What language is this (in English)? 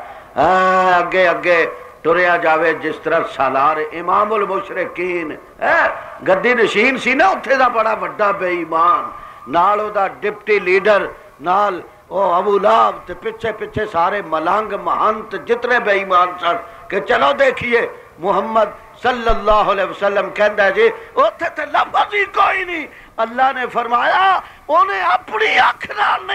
Western Panjabi